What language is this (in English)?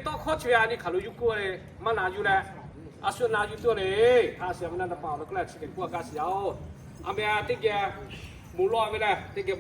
Lahu